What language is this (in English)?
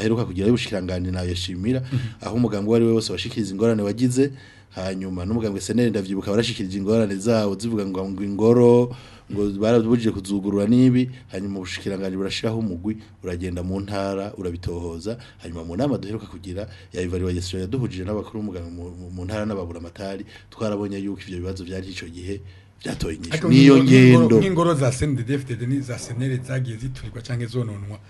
Rundi